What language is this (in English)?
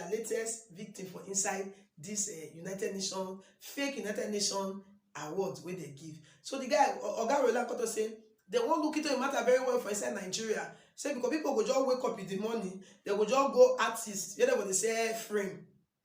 Nigerian Pidgin